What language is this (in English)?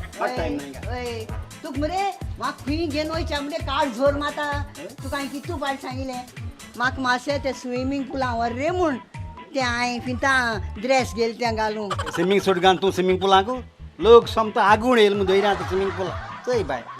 Konkani